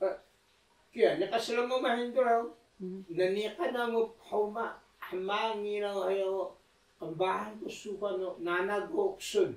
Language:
Taroko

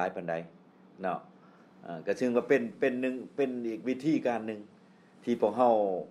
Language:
Lao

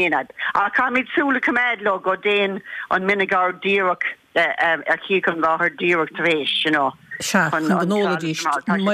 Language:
Irish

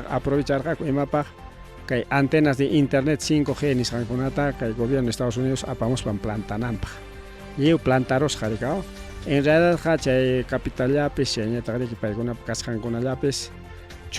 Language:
Ayacucho Quechua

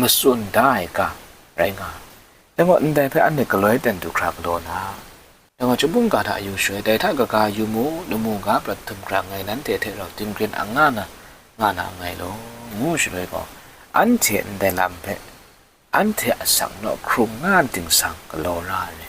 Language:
Kachin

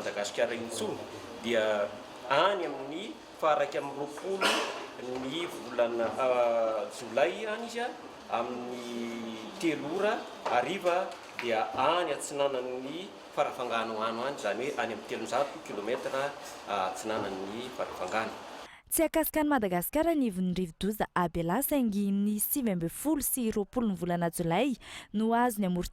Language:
Malagasy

